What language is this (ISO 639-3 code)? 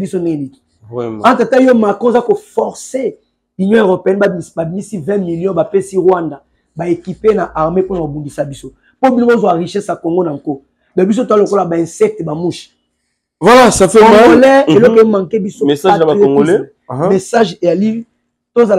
lin